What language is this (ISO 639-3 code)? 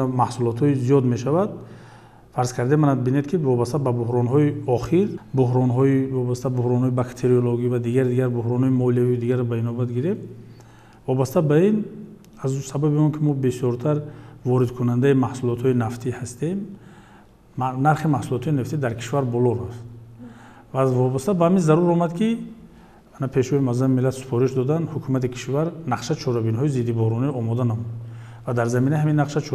tgk